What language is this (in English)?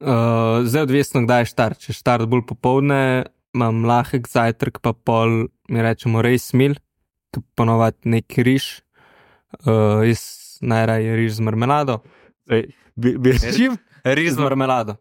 Slovenian